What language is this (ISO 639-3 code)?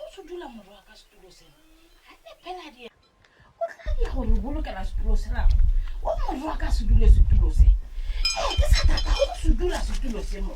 nso